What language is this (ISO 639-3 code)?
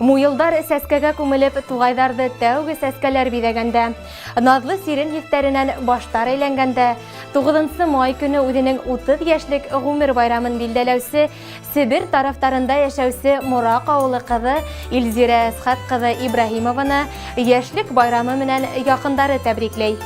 bak